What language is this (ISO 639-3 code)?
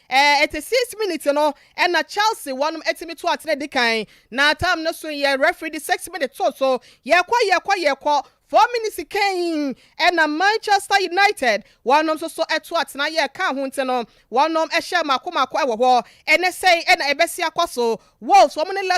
aka